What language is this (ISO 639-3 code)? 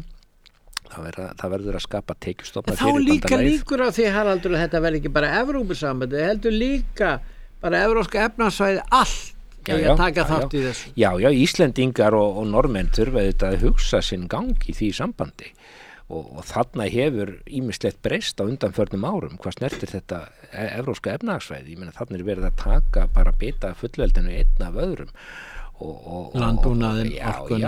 isl